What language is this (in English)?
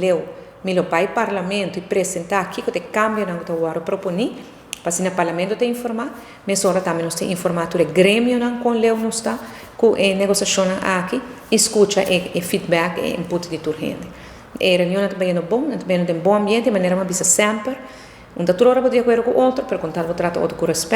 Papiamento